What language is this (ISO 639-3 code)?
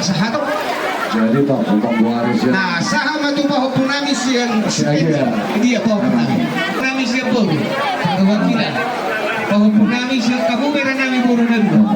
bbc